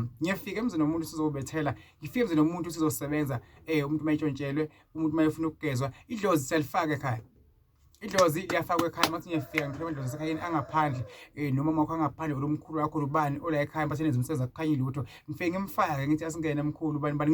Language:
Zulu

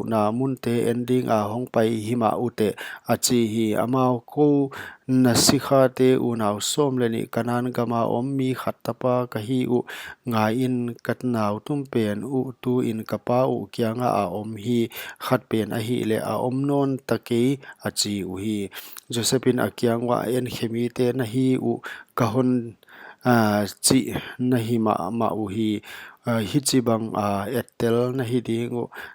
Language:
Paite Chin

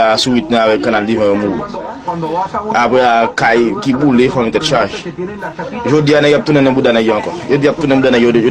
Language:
Haitian Creole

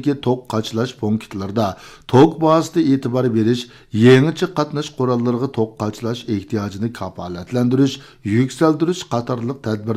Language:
Uyghur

